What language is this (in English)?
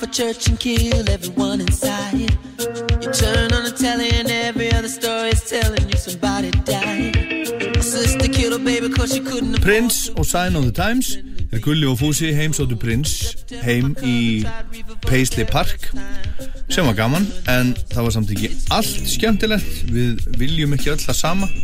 Icelandic